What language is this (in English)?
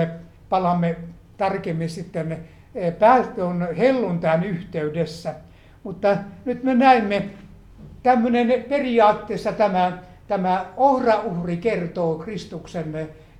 Finnish